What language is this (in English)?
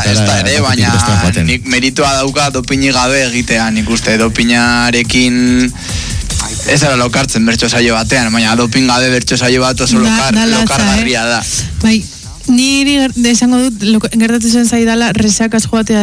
Basque